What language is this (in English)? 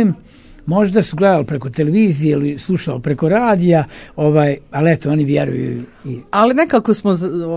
Serbian